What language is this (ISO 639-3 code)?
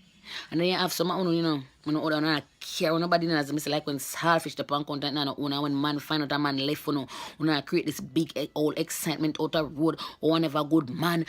jam